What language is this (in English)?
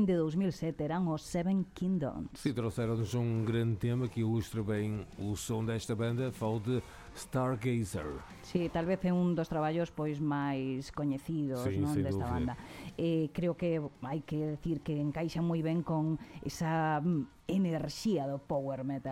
Galician